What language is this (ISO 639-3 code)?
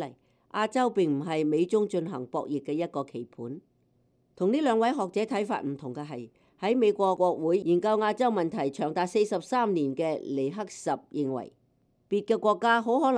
yue